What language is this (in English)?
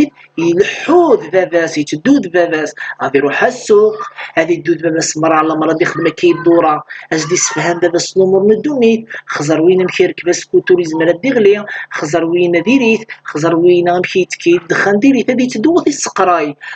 Kabyle